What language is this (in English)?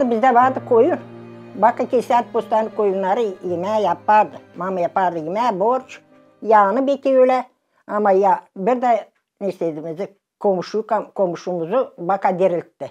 Gagauz